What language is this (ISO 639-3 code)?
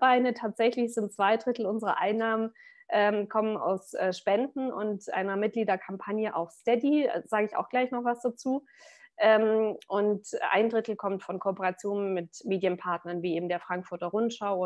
deu